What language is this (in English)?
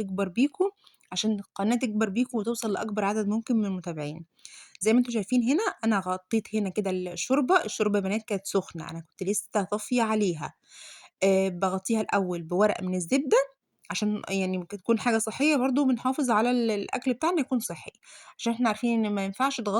Egyptian Arabic